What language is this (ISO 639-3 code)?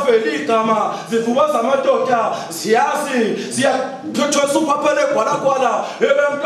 zul